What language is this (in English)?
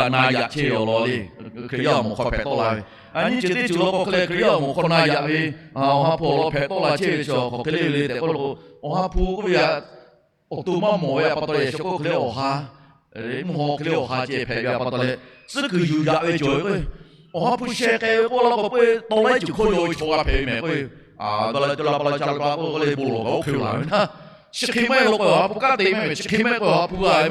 Lahu